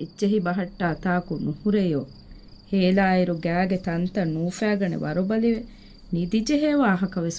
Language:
Divehi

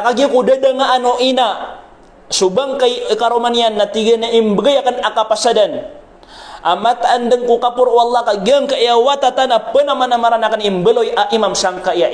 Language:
Maranao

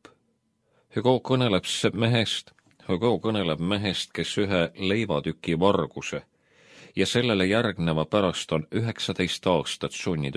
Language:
Estonian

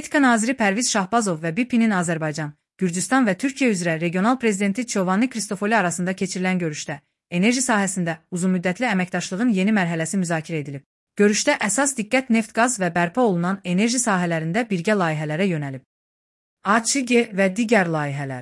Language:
Azerbaijani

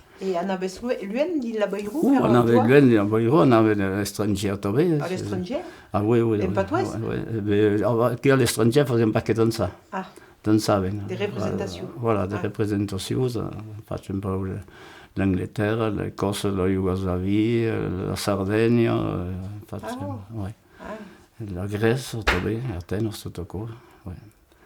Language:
Occitan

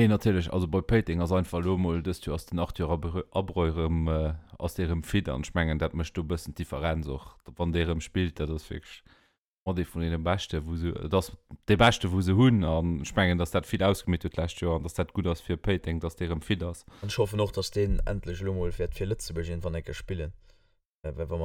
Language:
Luxembourgish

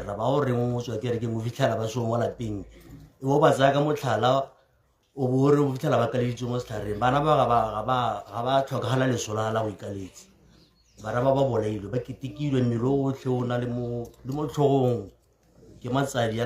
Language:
Tswana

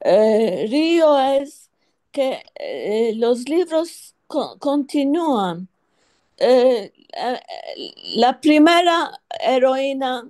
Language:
Ladino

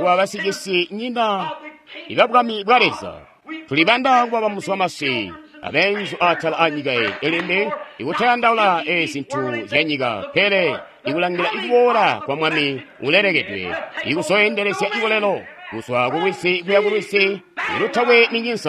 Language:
Tonga (Zambia)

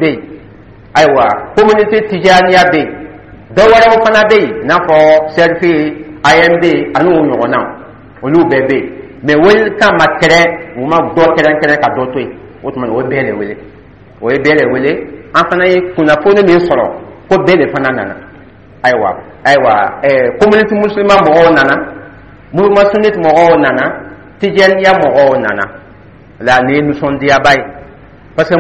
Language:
Dyula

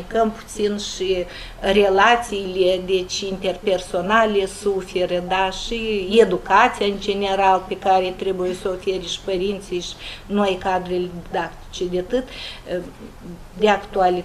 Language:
Romanian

